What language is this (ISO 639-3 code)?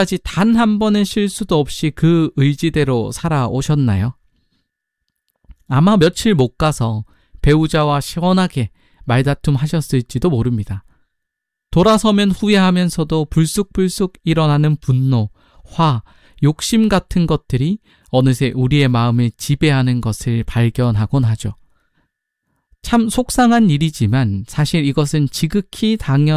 kor